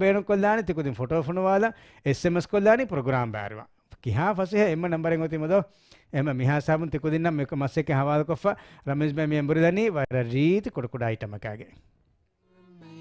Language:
Divehi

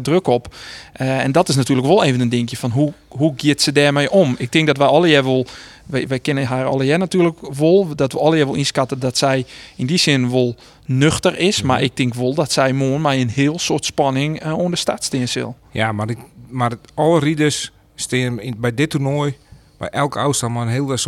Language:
Western Frisian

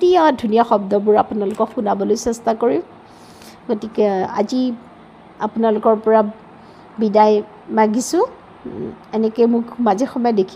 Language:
Assamese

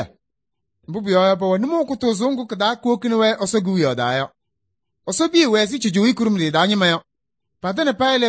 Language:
Kabiyè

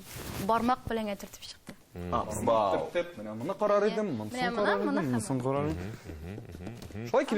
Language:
Tatar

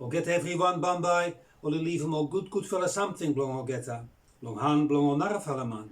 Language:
Bislama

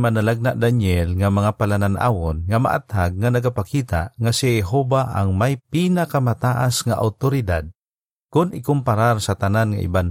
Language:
Hiligaynon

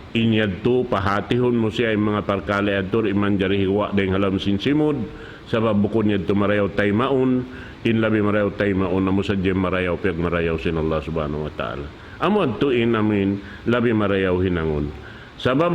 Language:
Tausug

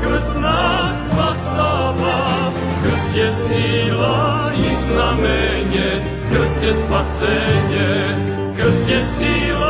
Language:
Serbian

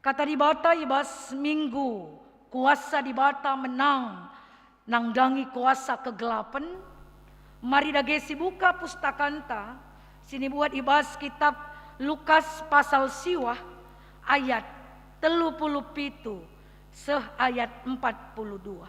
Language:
Batak Karo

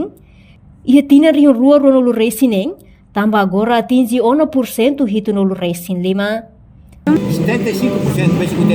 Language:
Tetum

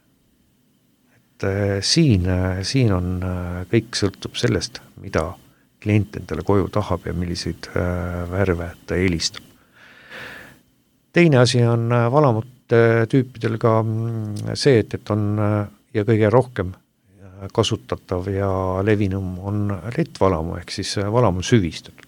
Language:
Estonian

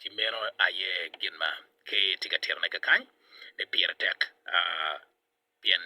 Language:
Acoli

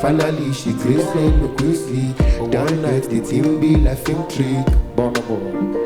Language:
Nigerian Pidgin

